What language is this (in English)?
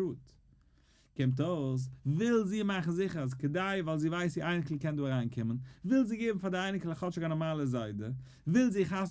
Yiddish